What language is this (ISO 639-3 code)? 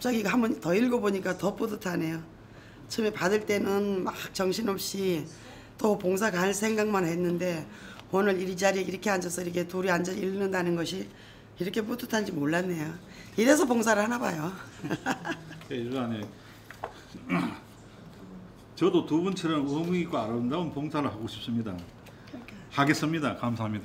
kor